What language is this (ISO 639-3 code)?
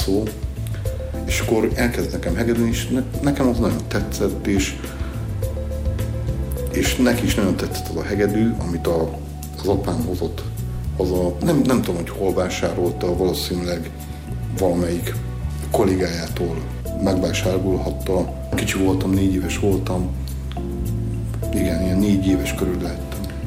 hun